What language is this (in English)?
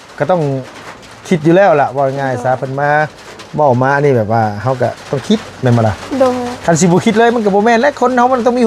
Lao